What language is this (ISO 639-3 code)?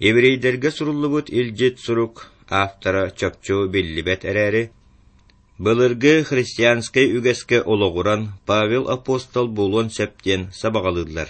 sah